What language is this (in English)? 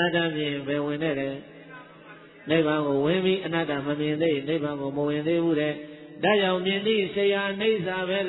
Burmese